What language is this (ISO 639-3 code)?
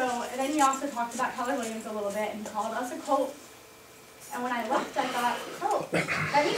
eng